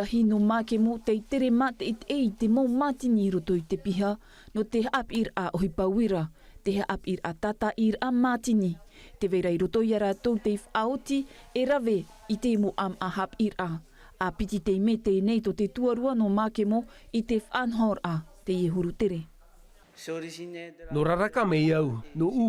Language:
Tahitian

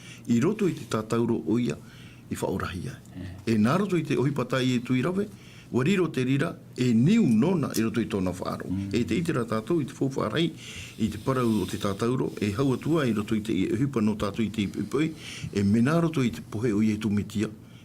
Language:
Tahitian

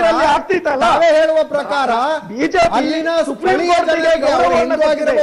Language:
Kannada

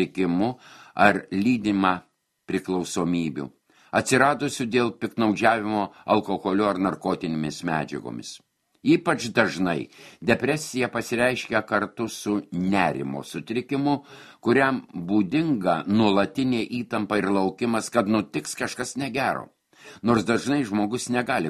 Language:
Lithuanian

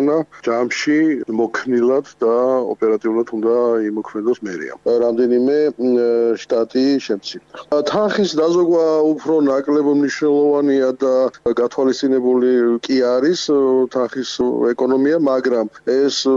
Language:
Georgian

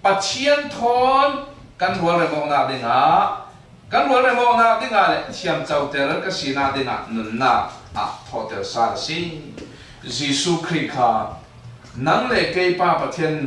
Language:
Falam Chin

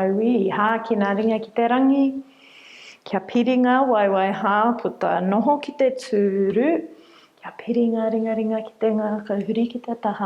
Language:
Māori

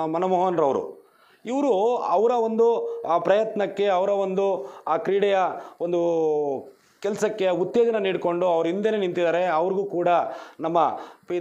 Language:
Kannada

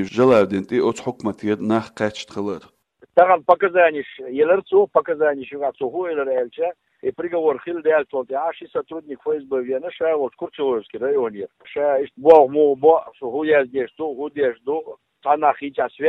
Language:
Chechen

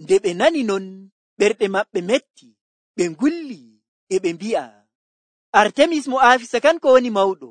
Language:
Nigerian Fulfulde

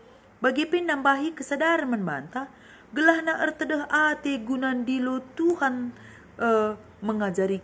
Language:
Batak Karo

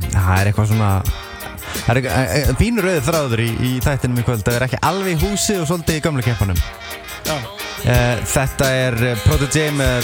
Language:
Icelandic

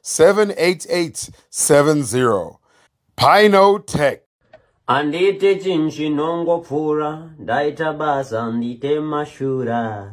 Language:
Shona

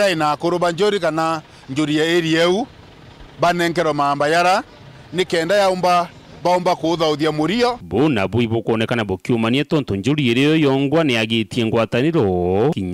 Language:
Meru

